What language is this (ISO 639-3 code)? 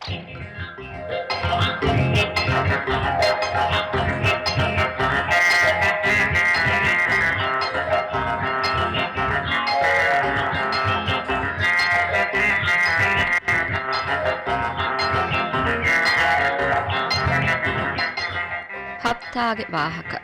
div